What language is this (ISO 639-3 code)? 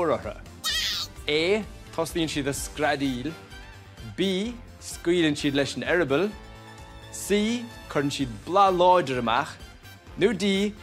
gle